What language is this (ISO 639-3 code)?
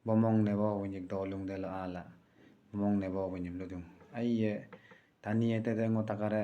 adi